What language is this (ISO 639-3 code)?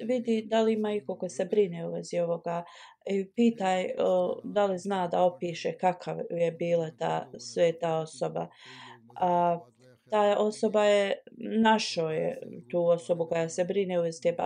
bos